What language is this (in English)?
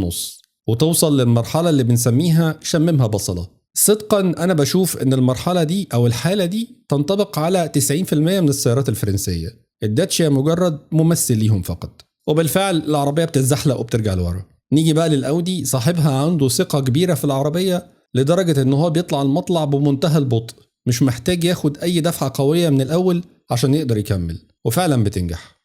Egyptian Arabic